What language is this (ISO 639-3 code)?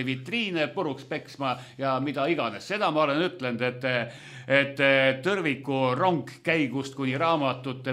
est